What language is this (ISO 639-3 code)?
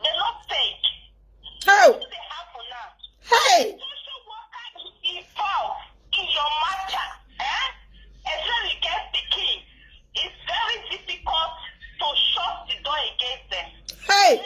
pcm